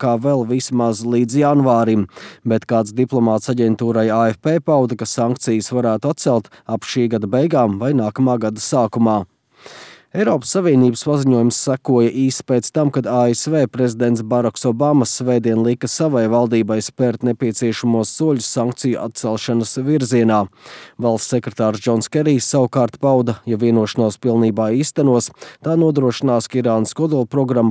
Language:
Latvian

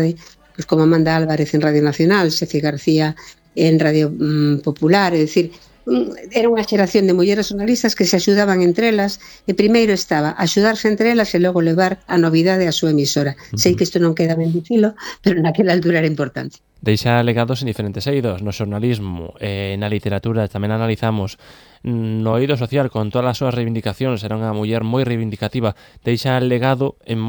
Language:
Galician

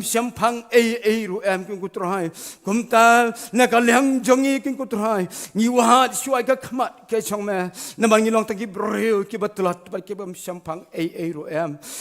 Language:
Khasi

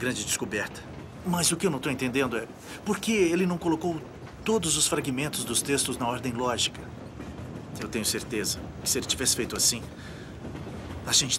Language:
Portuguese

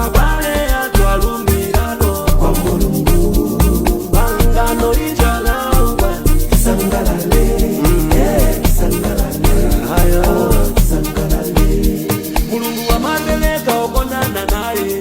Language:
Nyanja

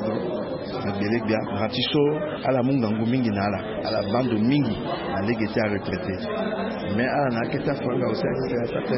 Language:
Sango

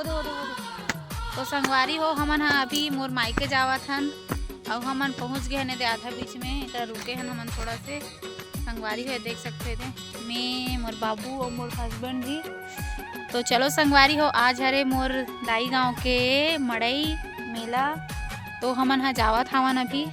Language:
Chhattisgarhi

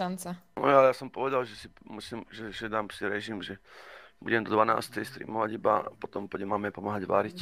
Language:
Slovak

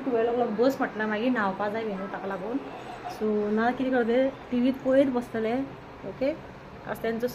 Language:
Konkani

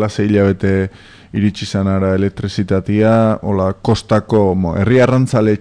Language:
Basque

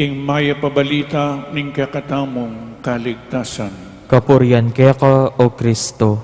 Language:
Pampanga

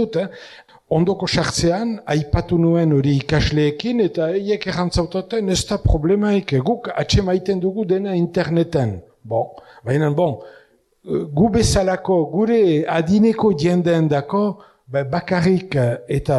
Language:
Basque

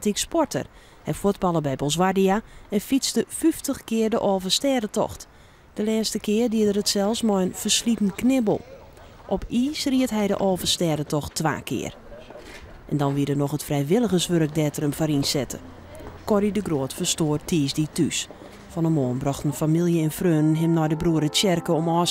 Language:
Western Frisian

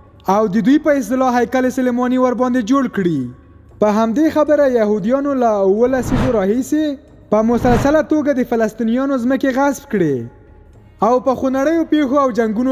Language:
Pashto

